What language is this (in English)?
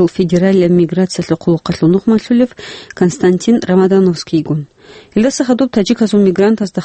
Avaric